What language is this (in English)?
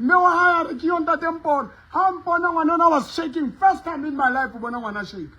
Southern Sotho